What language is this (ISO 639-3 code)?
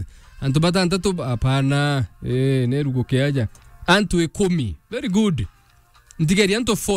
mer